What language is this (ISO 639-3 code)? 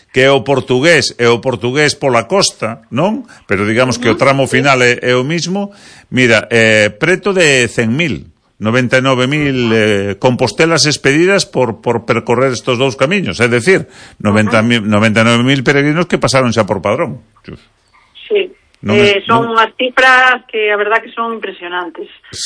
glg